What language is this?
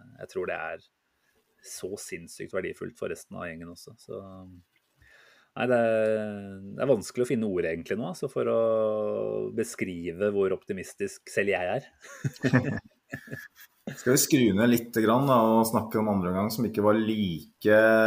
Norwegian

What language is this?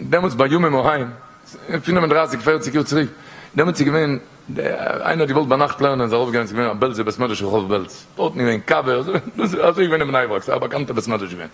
Yiddish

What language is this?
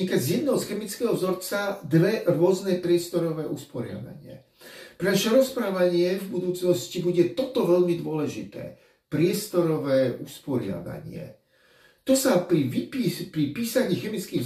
Slovak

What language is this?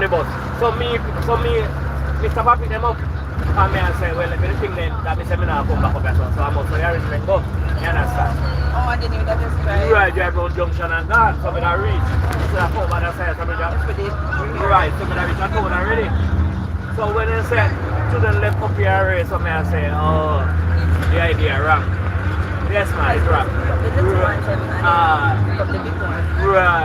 Jamaican Creole English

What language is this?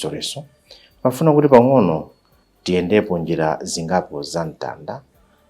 Nyanja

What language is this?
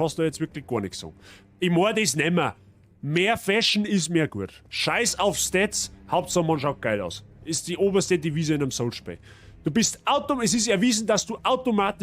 Bavarian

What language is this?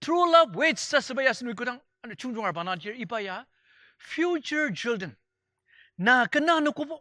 Ao Naga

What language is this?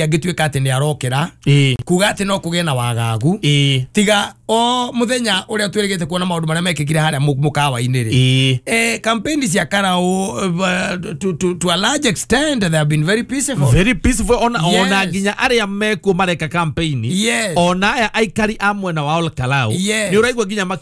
Kikuyu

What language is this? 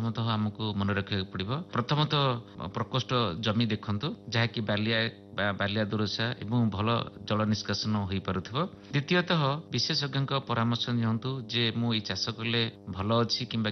Odia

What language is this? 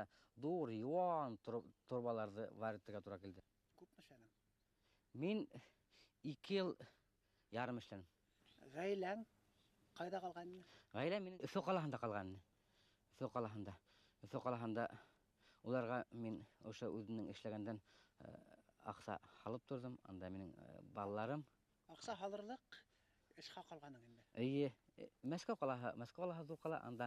Bashkir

